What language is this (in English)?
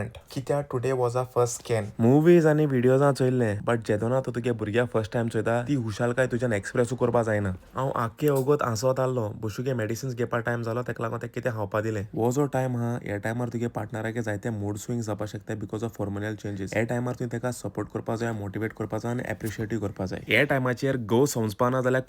Konkani